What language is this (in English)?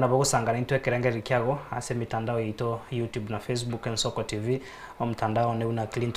Gusii